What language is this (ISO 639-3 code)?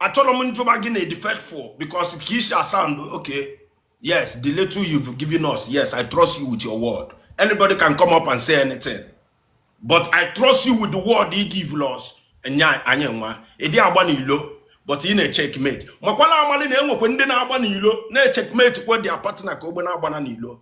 ibo